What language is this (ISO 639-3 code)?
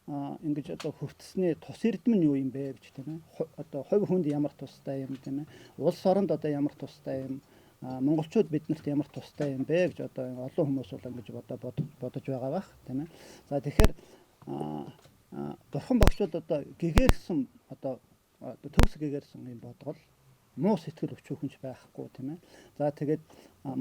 mon